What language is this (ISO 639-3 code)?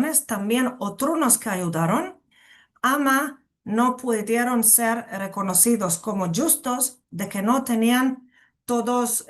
lad